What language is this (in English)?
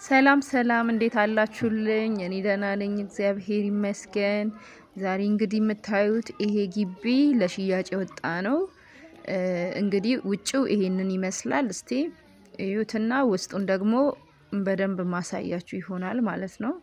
Amharic